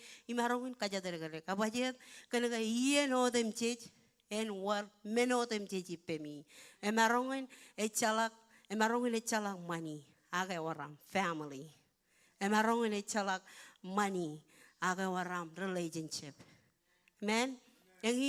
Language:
Marshallese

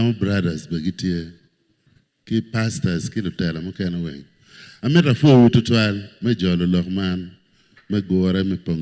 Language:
Acoli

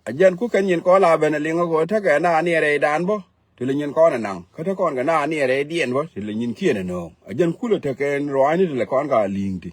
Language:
Nuer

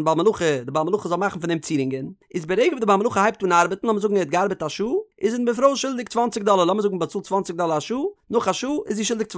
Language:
Yiddish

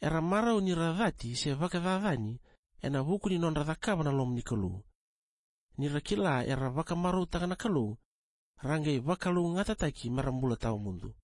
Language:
Fijian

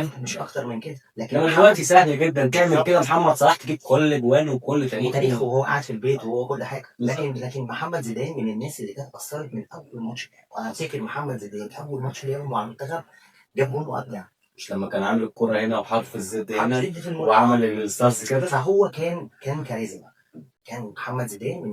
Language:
Egyptian Arabic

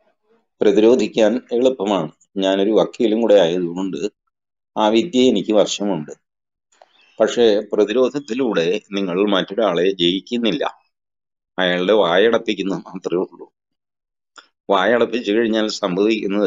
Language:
Malayalam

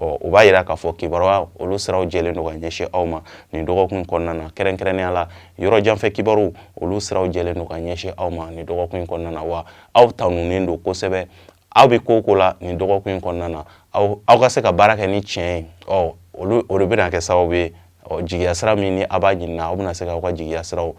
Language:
Bambara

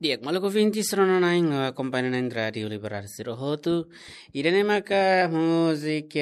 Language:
Tetum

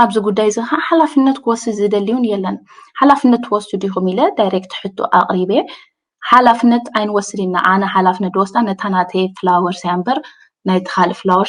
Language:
Tigrinya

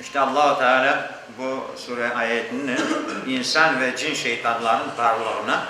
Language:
Crimean Tatar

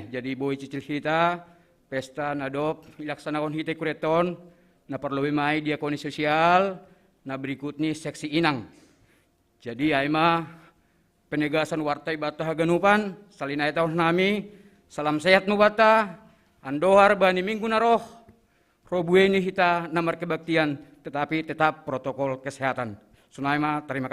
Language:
Batak Simalungun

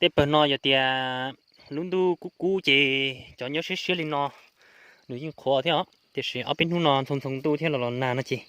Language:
Hmong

